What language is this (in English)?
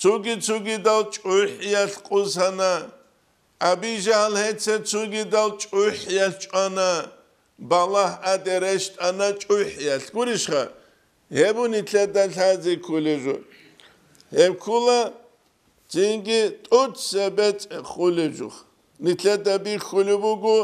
Avaric